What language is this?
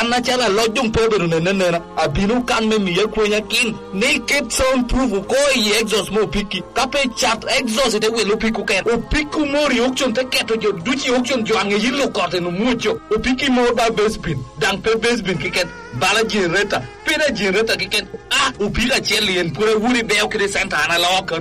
Lango (Uganda)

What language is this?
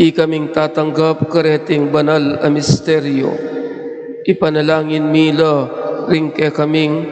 Pampanga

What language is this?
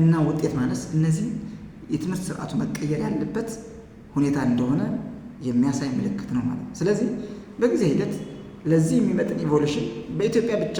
Amharic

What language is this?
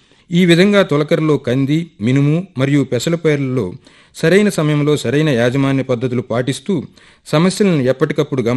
Telugu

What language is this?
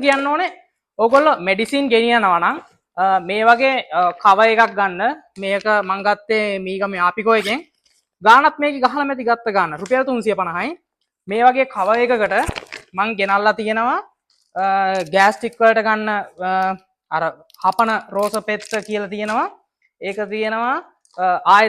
Sinhala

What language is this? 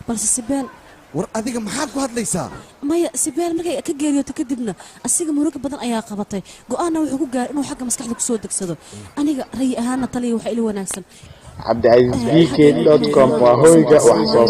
Somali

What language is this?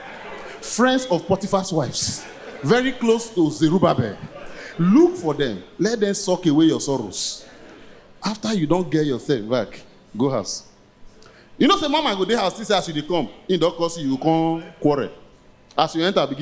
Nigerian Pidgin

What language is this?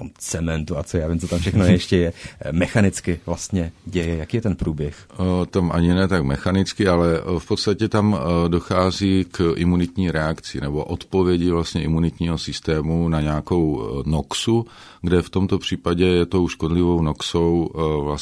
Czech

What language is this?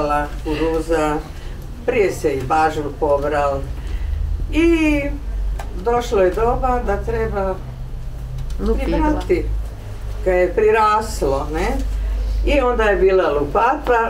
Croatian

